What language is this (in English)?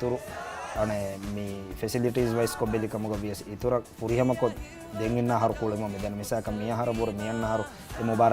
Divehi